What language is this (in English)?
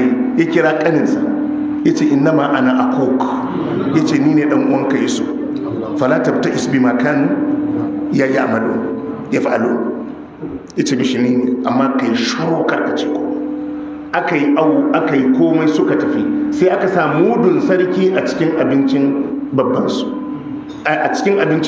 Hausa